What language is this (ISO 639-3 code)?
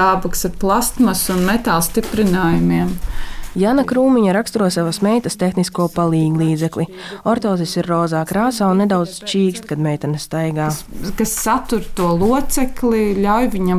lav